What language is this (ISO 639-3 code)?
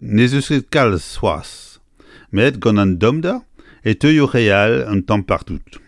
bre